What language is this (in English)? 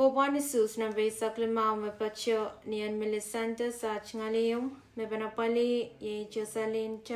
Pohnpeian